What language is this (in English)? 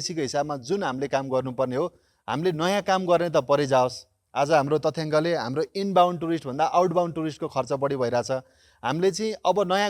Nepali